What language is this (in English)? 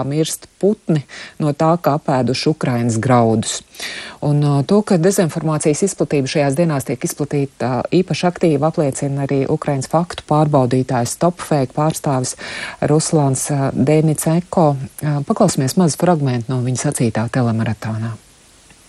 Latvian